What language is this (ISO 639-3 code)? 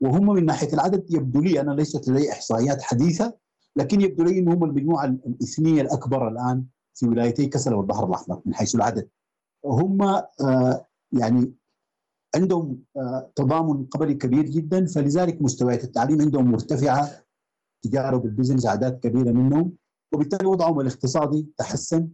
apd